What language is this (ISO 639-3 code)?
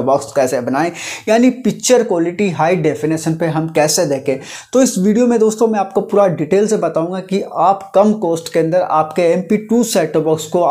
hin